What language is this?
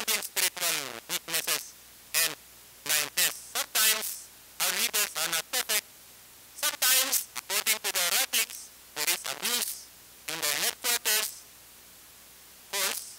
Filipino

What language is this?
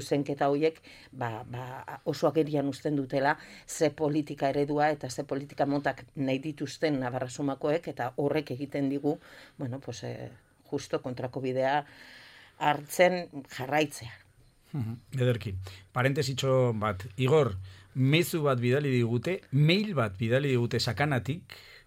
Basque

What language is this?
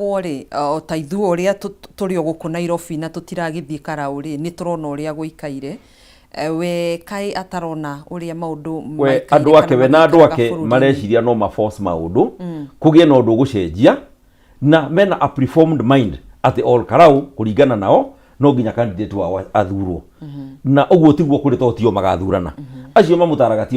Kikuyu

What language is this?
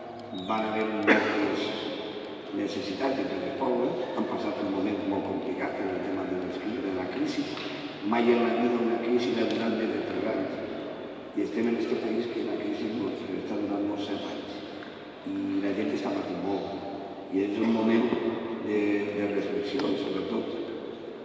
Catalan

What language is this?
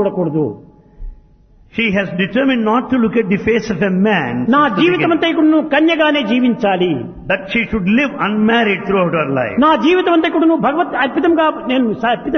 Telugu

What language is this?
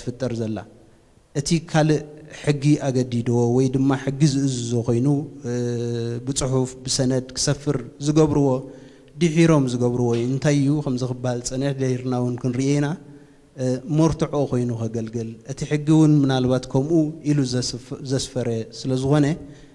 Tigrinya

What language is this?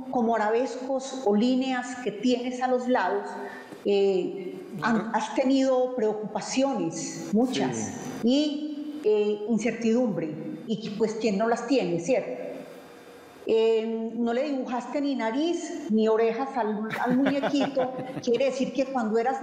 Spanish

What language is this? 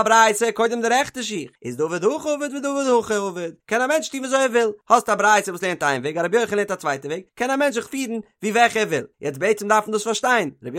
Yiddish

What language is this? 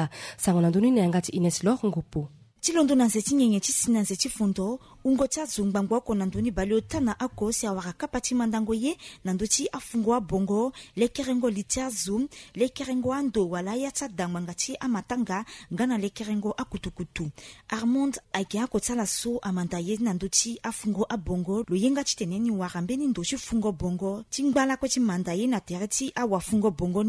Sango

